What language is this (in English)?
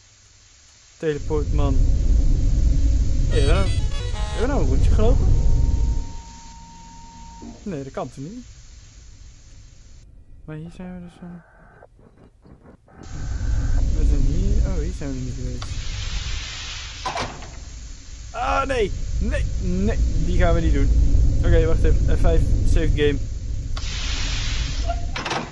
Dutch